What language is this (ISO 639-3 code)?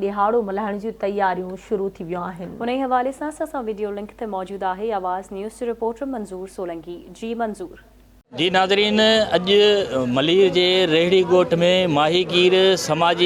snd